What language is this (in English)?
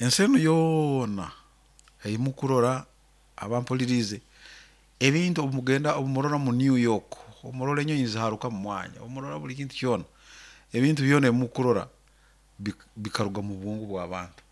Nyoro